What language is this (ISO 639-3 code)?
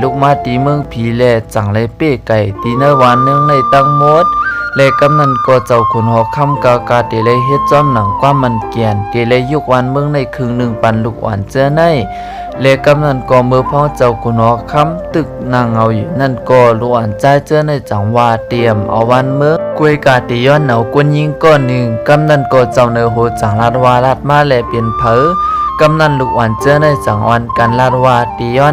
shn